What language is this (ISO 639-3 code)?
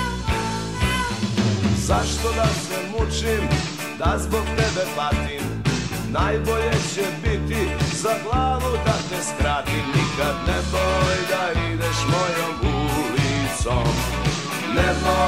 srp